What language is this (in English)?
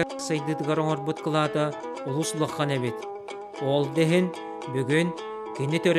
Yakut